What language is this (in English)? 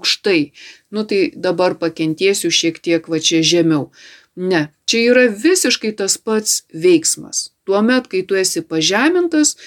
Lithuanian